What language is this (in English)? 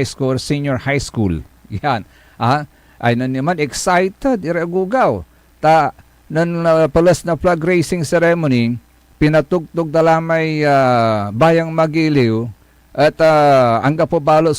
Pangasinan